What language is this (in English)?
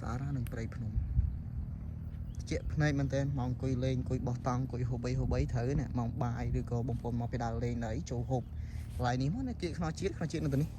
Khmer